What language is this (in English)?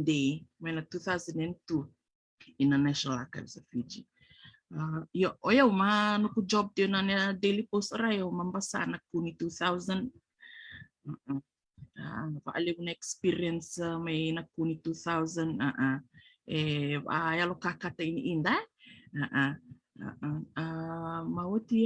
Fijian